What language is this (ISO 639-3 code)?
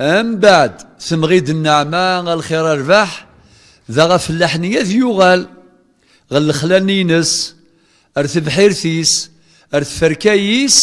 kab